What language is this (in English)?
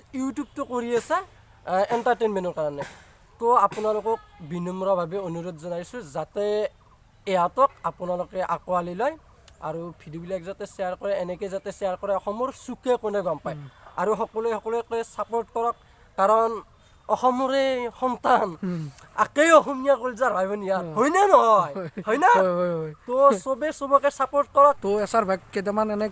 Assamese